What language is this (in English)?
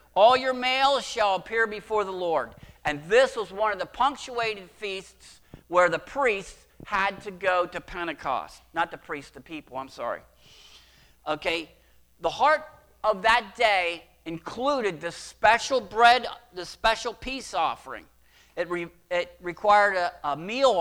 English